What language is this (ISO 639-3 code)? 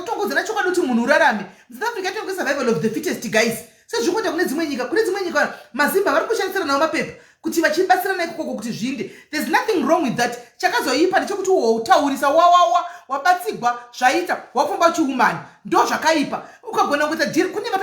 sna